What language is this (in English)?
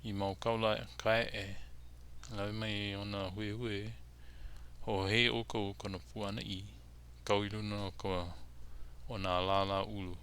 Hawaiian